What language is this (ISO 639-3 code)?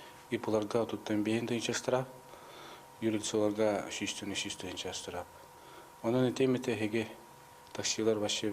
sah